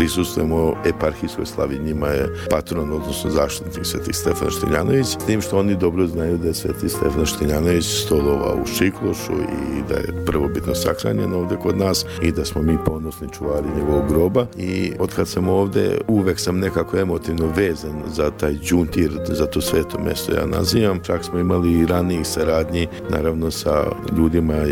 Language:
Serbian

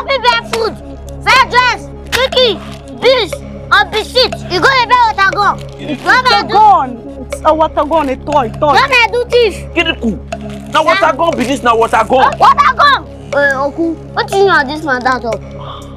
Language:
Nigerian Pidgin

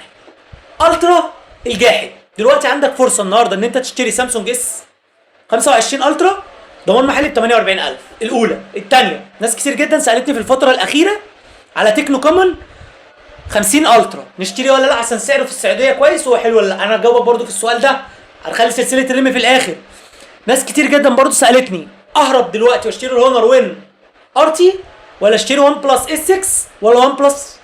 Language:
Egyptian Arabic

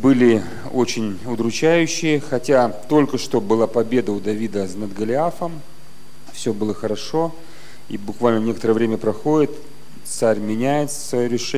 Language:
Russian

